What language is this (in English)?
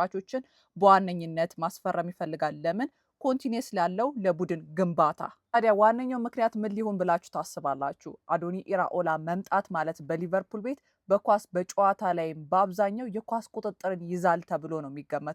Amharic